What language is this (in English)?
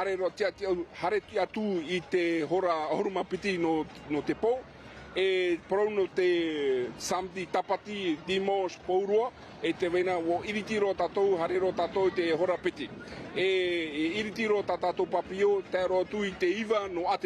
Tahitian